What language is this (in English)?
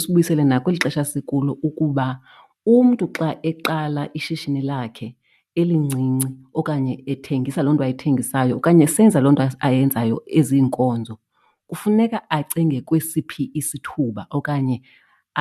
Xhosa